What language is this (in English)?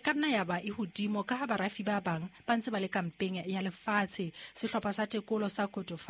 Southern Sotho